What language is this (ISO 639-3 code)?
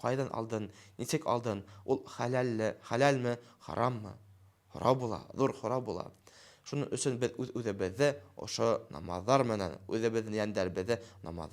bak